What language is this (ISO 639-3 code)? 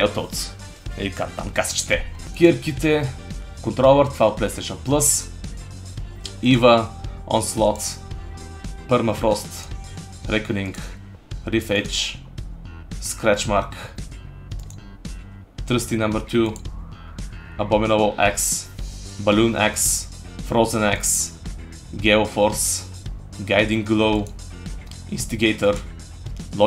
bul